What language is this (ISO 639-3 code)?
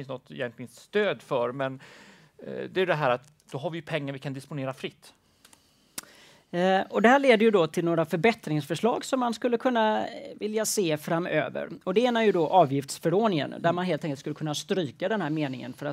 swe